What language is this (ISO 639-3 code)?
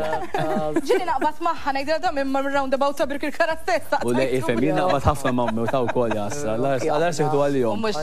mlt